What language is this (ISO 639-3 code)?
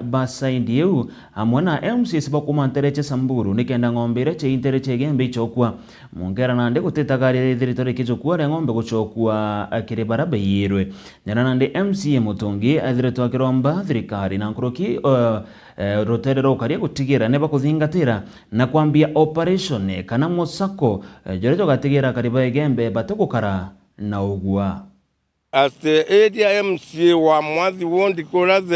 mer